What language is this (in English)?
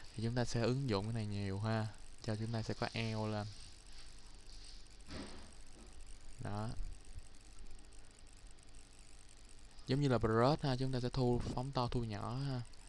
Vietnamese